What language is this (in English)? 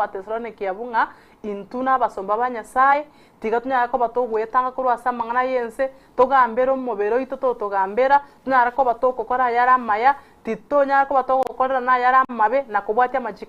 Gusii